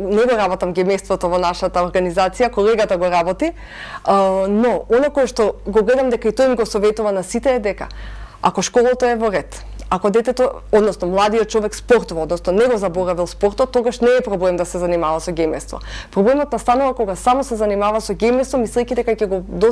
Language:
Macedonian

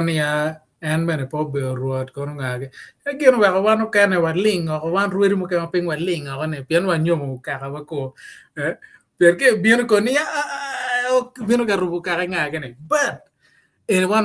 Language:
Acoli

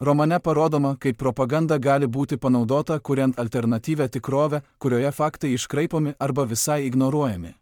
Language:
Lithuanian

